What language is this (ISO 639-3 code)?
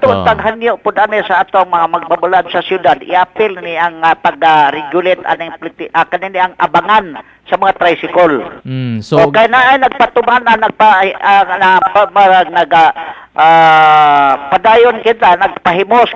ceb